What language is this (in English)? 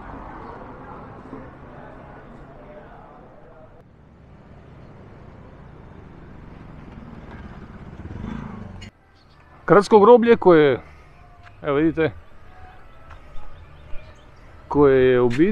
Croatian